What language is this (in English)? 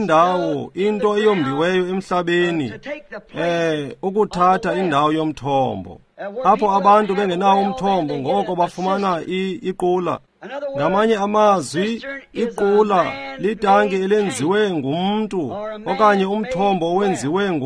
Xhosa